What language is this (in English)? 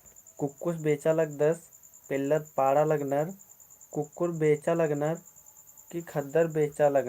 Kurukh